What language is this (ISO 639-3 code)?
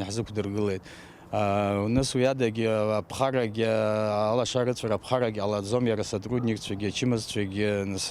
abk